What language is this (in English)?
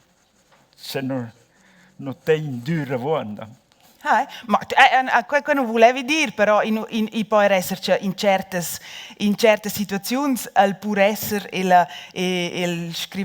Romansh